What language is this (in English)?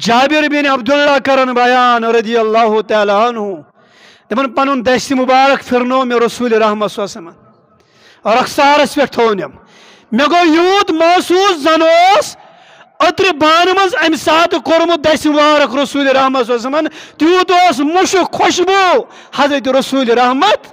Kashmiri